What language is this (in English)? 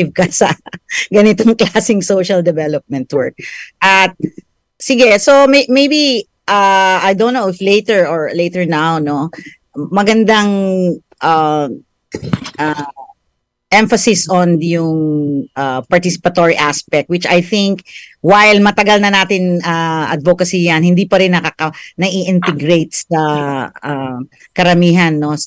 Filipino